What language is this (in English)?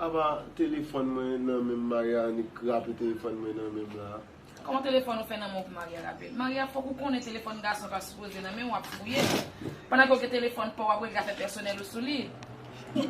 Haitian Creole